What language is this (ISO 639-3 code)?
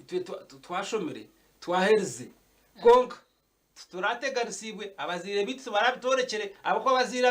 nyn